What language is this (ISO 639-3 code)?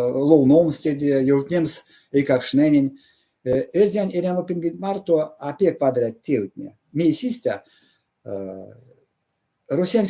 myv